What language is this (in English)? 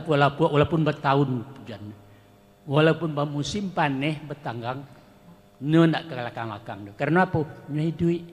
Minangkabau